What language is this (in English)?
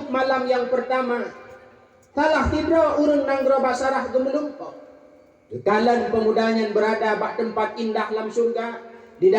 Achinese